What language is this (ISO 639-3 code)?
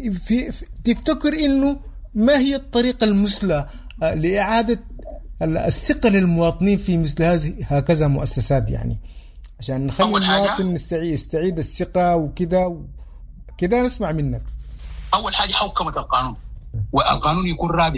apd